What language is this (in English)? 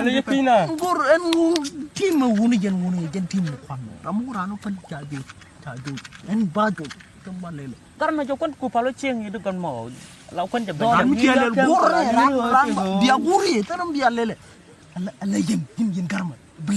Nuer